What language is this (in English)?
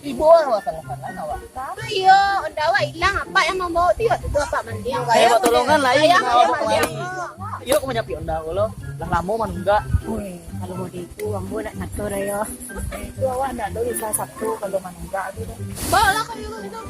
Minangkabau